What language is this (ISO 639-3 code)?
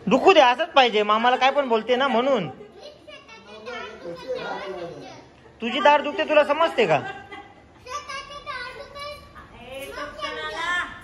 mar